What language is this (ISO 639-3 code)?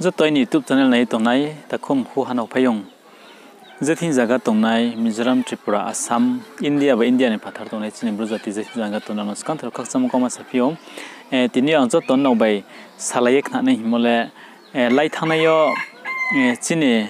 ria